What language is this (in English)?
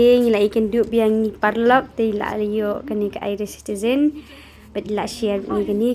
Khasi